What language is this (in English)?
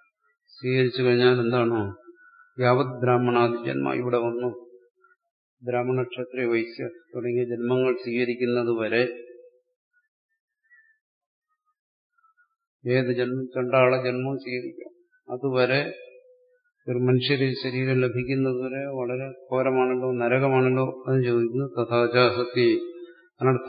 Malayalam